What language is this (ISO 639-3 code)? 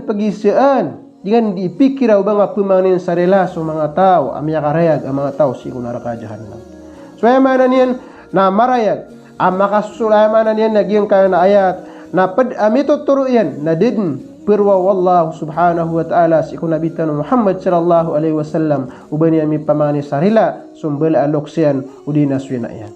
mrw